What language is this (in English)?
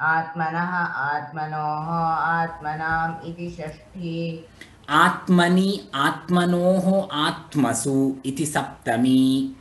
Sanskrit